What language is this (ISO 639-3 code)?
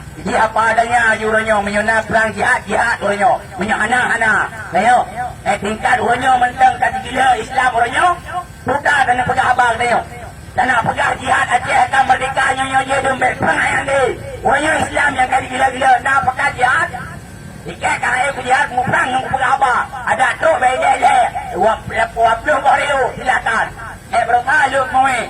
ace